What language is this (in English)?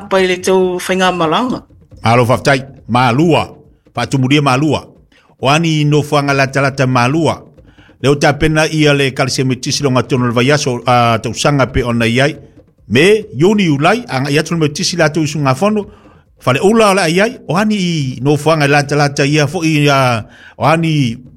Samoan